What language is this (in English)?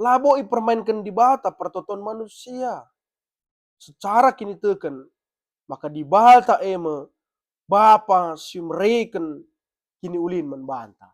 Batak Karo